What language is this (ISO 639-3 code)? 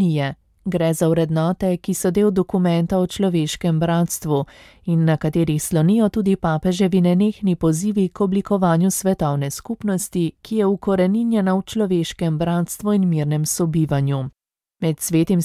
slv